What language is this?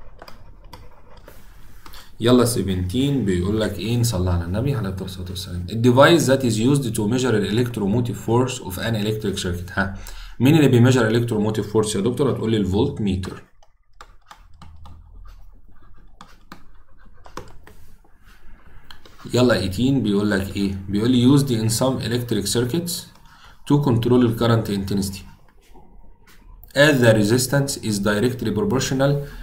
Egyptian Arabic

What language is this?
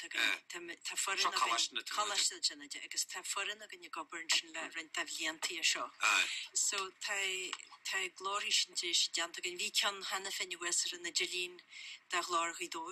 Irish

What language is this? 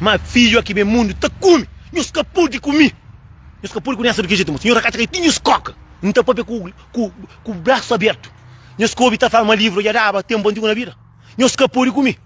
Kabuverdianu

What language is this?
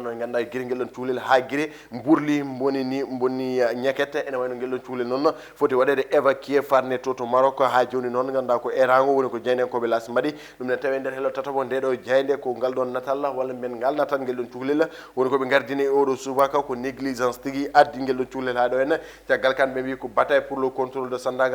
Fula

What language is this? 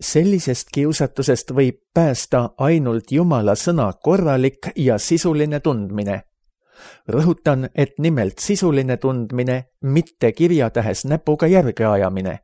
Estonian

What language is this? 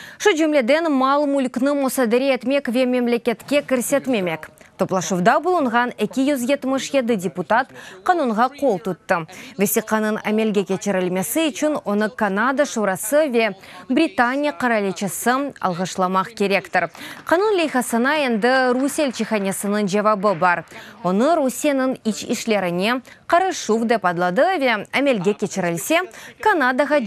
Crimean Tatar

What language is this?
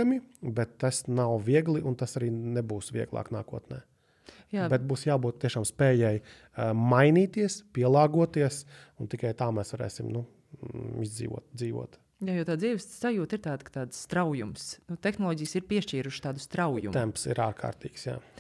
Latvian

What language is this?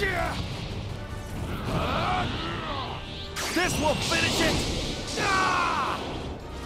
English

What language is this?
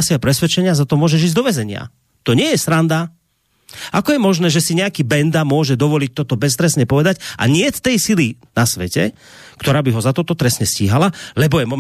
Slovak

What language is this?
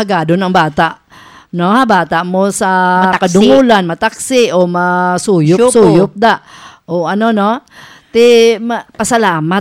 Hiligaynon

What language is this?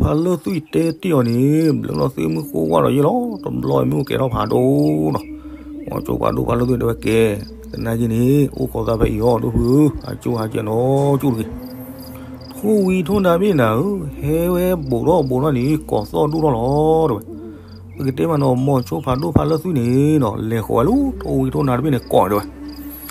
S'gaw Karen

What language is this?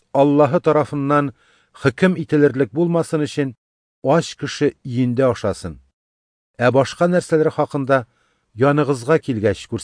Tatar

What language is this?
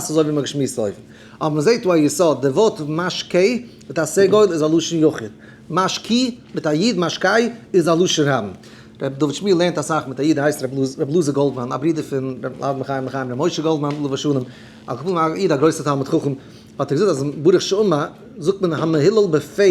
Yiddish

